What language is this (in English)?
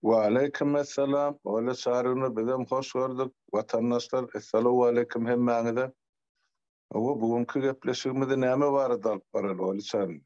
Turkmen